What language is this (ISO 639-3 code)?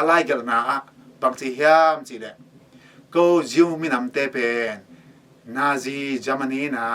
ctd